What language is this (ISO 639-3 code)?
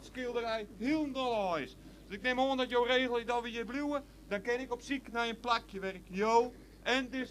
fry